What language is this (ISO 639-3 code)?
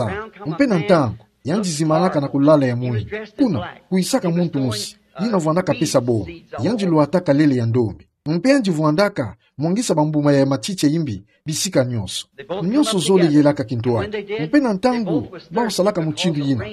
ktu